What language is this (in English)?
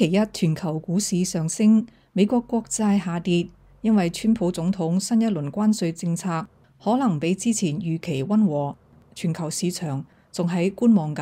Cantonese